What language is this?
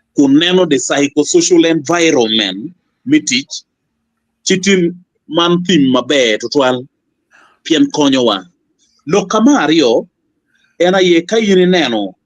Acoli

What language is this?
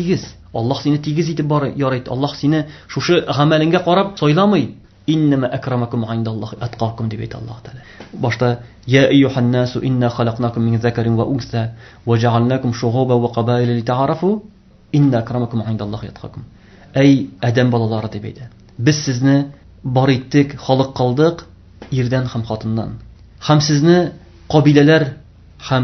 Tatar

